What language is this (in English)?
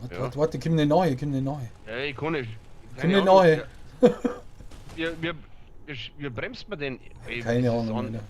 Bavarian